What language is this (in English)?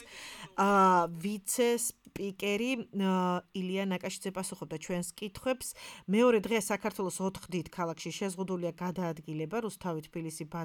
Georgian